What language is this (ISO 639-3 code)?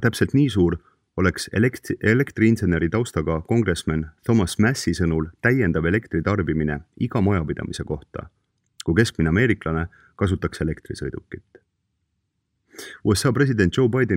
est